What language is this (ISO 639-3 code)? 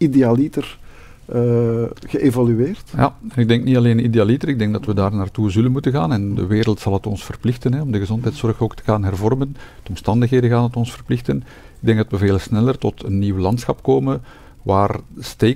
nld